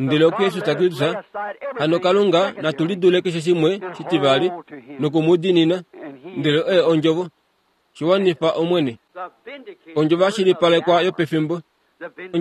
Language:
Kuanyama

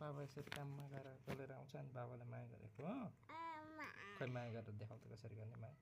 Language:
Nepali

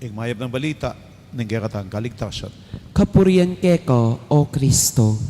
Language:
Pampanga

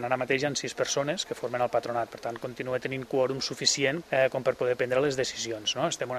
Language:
Catalan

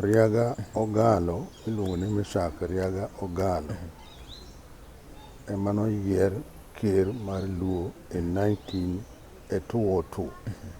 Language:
Luo (Kenya and Tanzania)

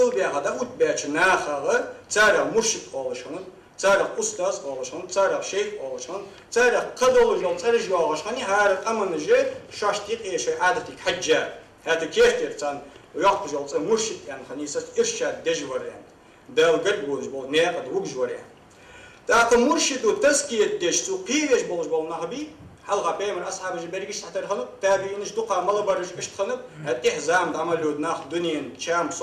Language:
Ingush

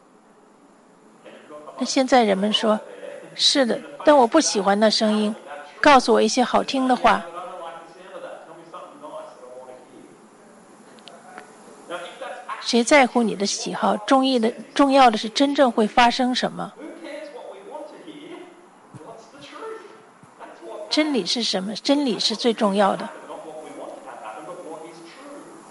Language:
Chinese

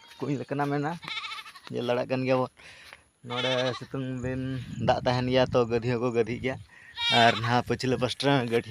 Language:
Santali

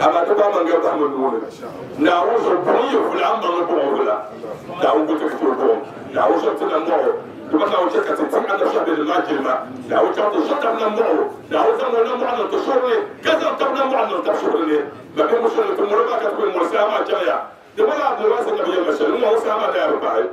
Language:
Dagbani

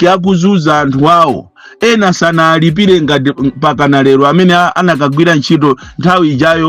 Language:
Nyanja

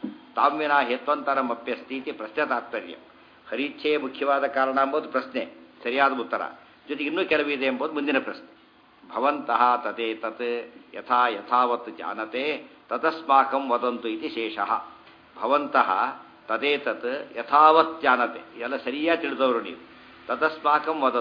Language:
Kannada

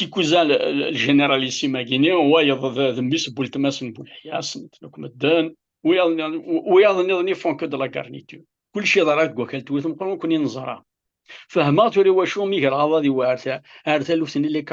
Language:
Kabyle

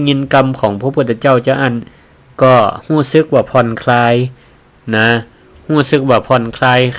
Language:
Northern Thai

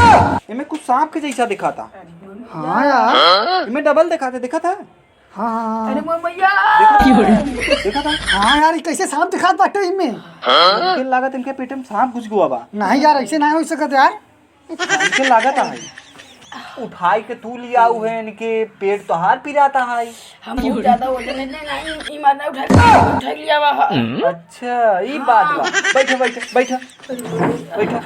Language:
Awadhi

